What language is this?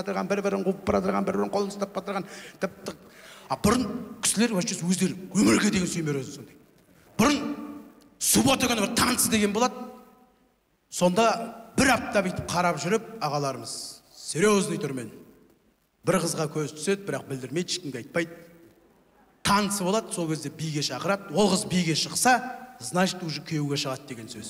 Kazakh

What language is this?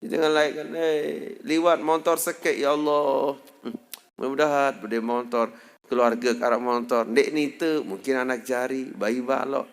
Sasak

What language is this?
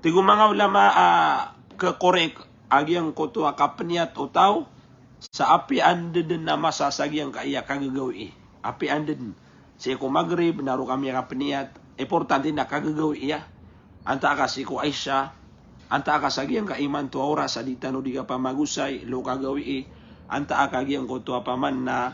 Maranao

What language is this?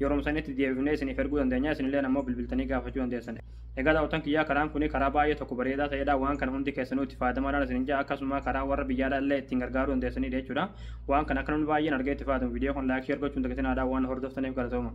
Oromo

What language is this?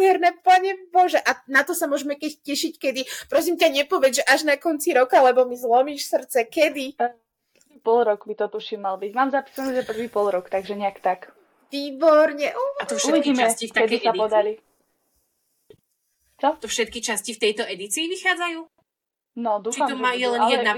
Slovak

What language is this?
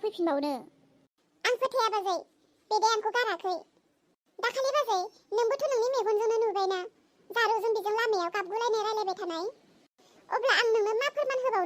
Bodo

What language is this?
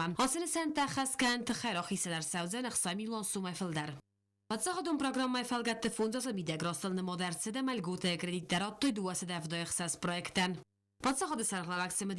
Ossetic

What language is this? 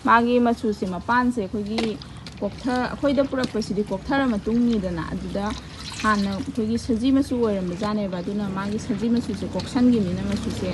Manipuri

